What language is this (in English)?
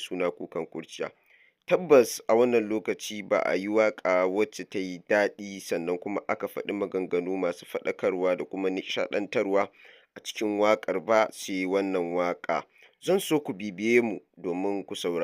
Hausa